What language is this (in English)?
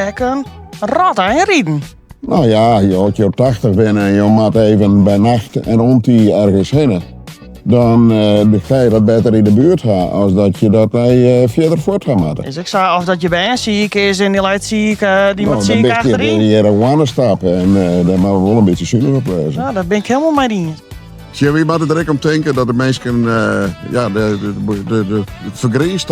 Western Frisian